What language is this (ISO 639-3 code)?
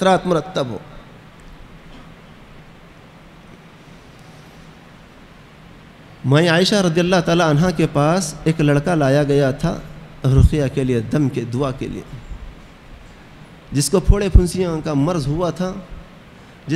urd